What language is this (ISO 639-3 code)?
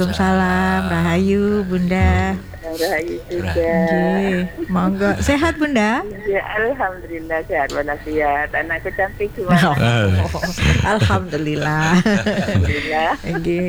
ind